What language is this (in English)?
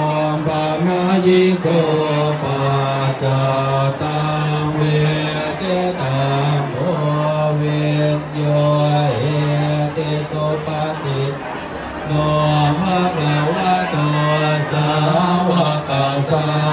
Pali